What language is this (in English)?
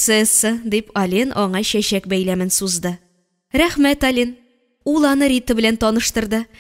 Tatar